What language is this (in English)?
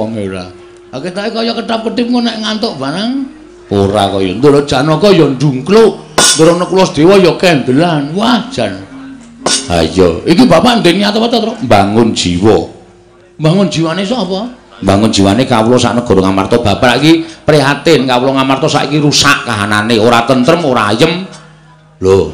Javanese